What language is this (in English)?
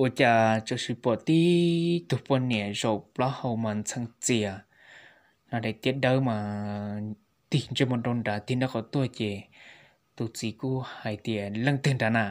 Hmong